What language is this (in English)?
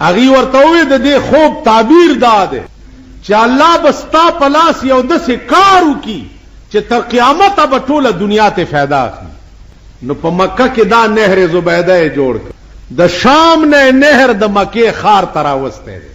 Pashto